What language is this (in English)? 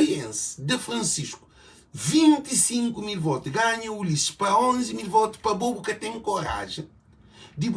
Kabuverdianu